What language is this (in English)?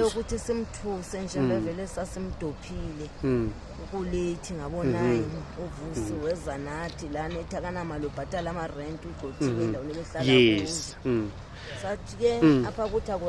Zulu